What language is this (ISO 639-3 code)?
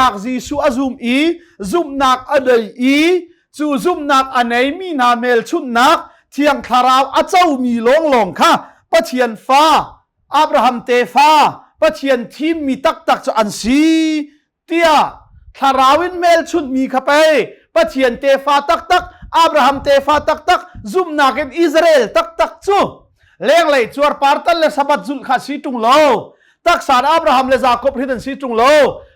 cnh